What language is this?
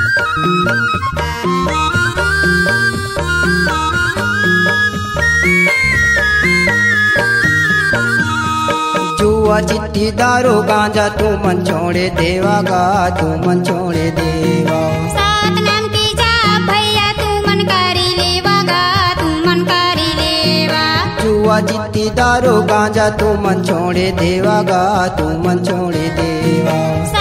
Chhattisgarhi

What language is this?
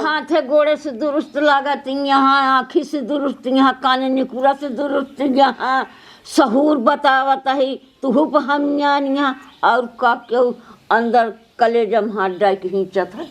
Awadhi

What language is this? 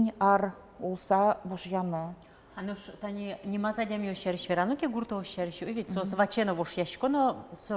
Udmurt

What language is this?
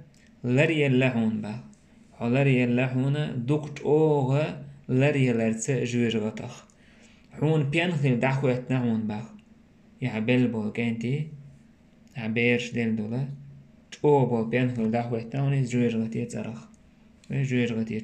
Chechen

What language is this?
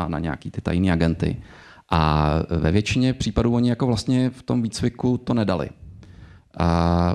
Czech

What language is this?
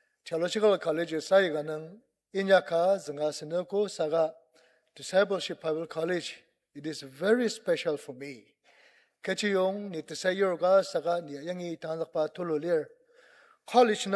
Ao Naga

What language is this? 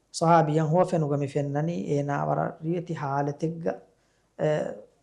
Divehi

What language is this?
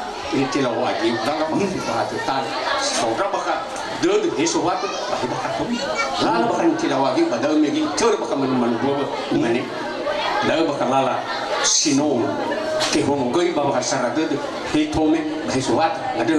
Nias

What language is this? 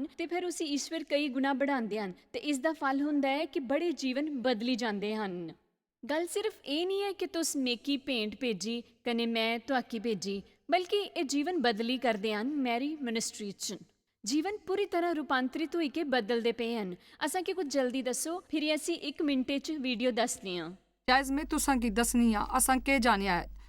Dogri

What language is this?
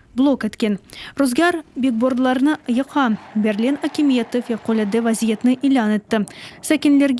Crimean Tatar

